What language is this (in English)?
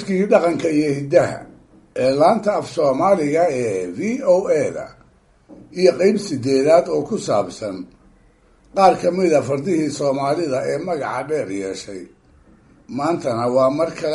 Somali